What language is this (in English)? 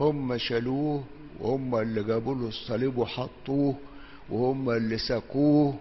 Egyptian Arabic